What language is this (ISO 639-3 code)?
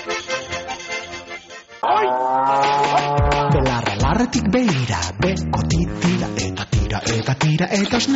eus